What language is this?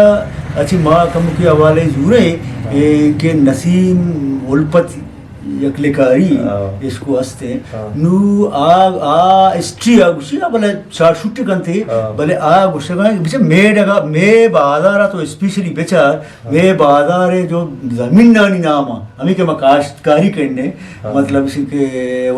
Eastern Balochi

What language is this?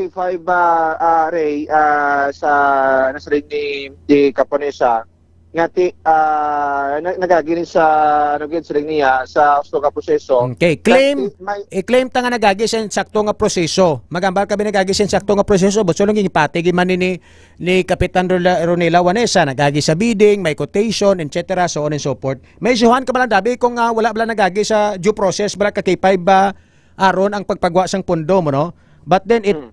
Hiligaynon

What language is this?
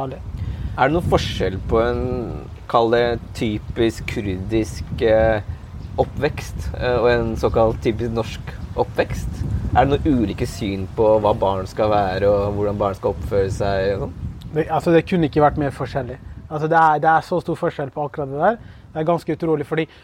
Norwegian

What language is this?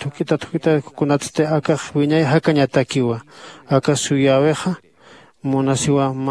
Aymara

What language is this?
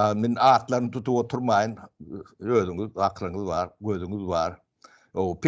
Turkmen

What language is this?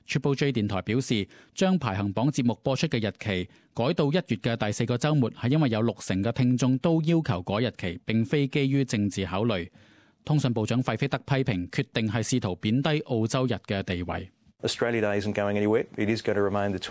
Cantonese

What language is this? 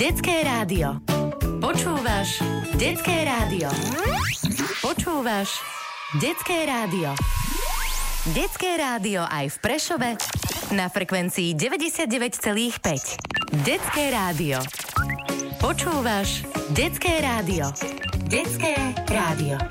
Slovak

